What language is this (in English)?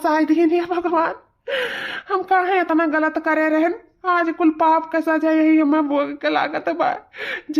Awadhi